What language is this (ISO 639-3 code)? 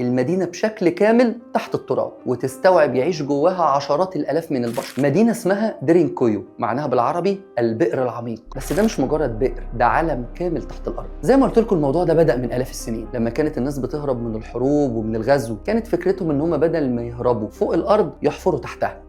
arz